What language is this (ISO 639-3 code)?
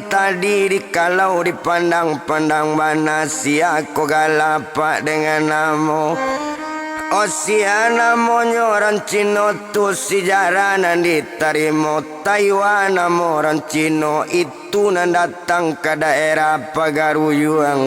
min